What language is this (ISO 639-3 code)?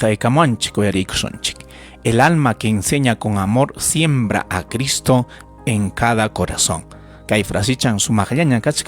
quy